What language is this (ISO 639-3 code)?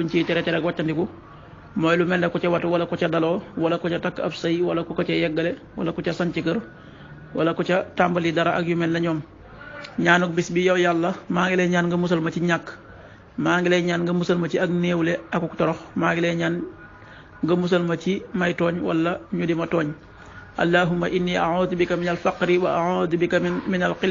wol